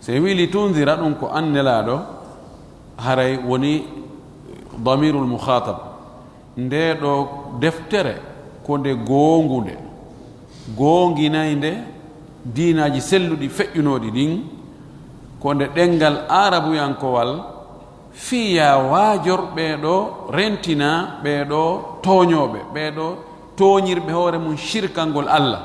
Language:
Fula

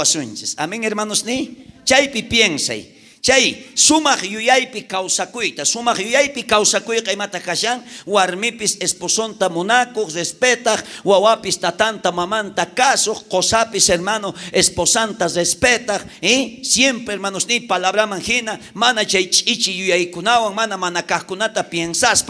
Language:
South Bolivian Quechua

